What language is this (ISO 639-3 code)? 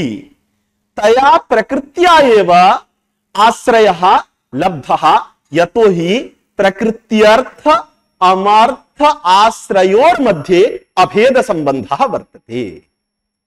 san